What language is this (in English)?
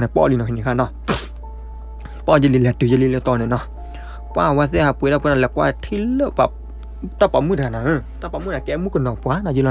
S'gaw Karen